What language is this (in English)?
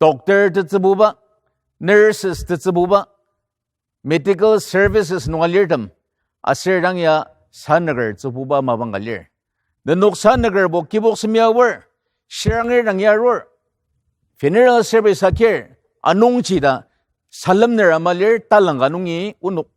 Ao Naga